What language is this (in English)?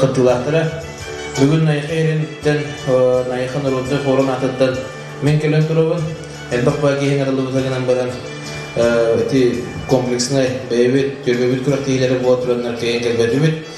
Yakut